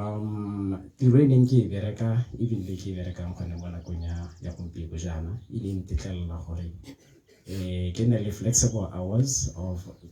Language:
Tswana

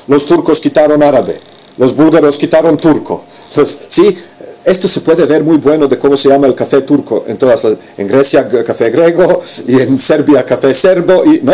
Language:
Ladino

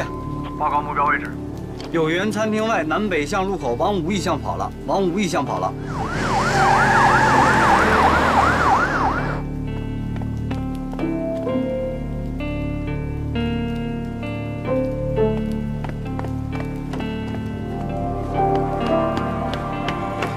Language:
Chinese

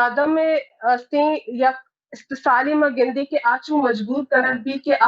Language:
Baluchi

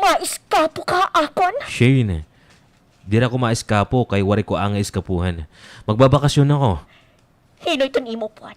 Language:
Waray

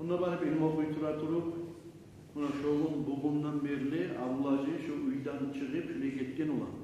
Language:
Kumyk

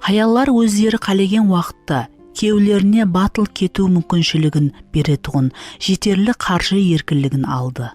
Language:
Kara-Kalpak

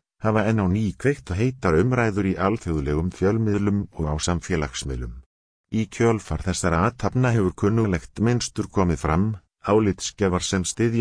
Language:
Icelandic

